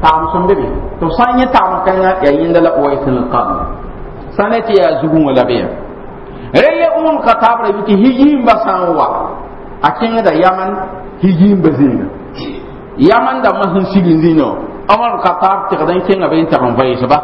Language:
Mossi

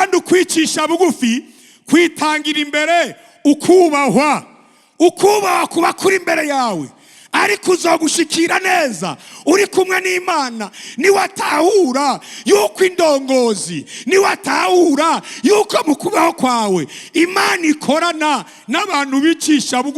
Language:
Rundi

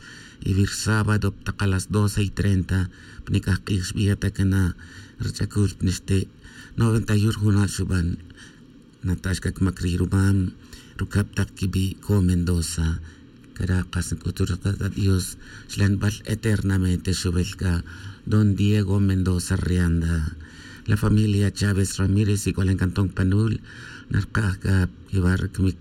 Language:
Tz'utujil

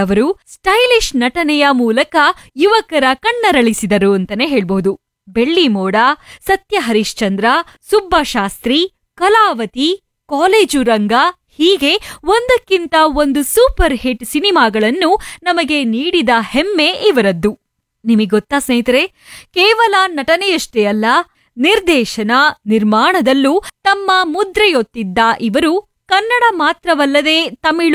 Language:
Kannada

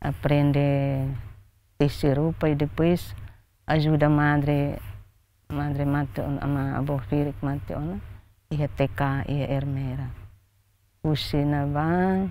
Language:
Tetum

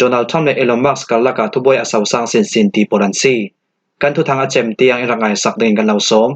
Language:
Falam Chin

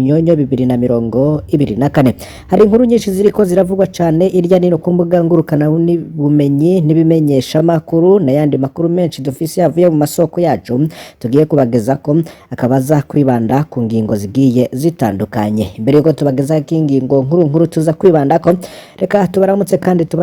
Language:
Rundi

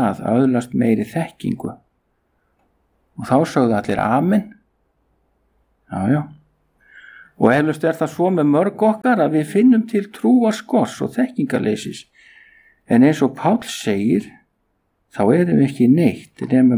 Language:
Icelandic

